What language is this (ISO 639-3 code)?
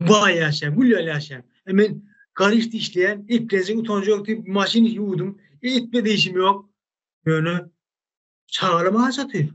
tuk